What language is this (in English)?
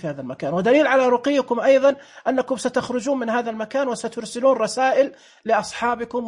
Najdi Arabic